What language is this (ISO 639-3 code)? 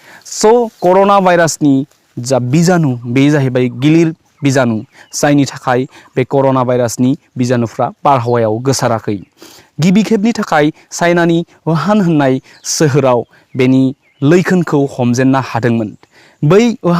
brx